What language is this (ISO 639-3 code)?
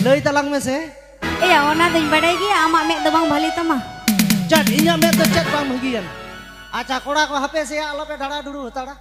sat